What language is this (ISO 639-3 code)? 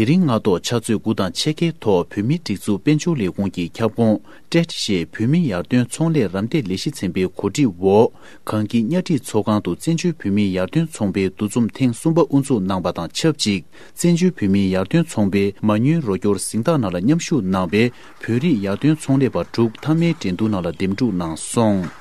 bod